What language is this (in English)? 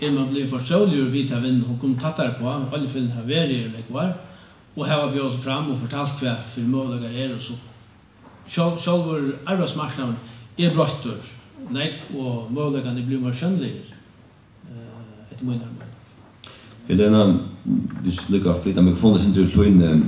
Faroese